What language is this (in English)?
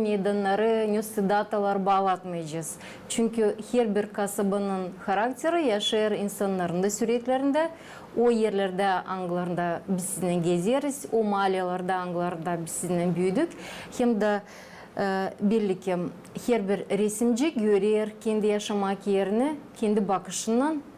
Gagauz